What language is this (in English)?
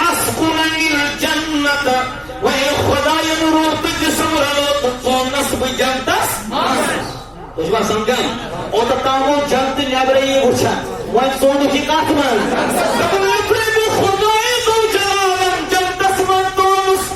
Kashmiri